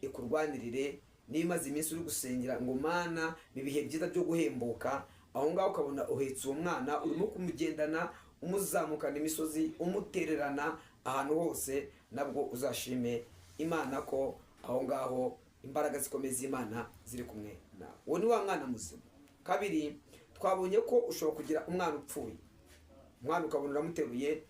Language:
Kinyarwanda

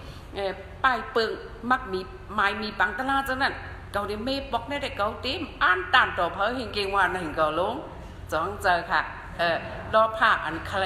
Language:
Shan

